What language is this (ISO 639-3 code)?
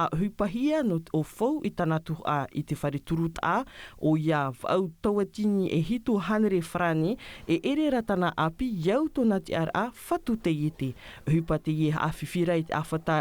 tah